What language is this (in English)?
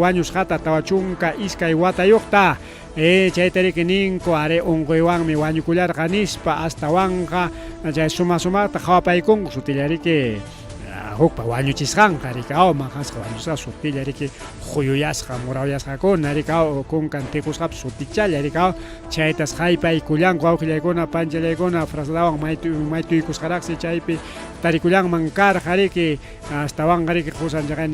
Ayacucho Quechua